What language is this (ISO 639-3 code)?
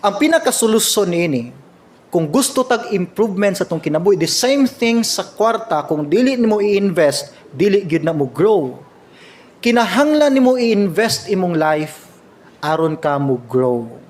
ceb